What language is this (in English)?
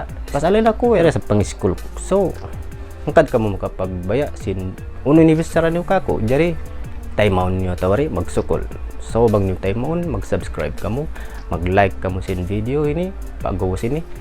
Tausug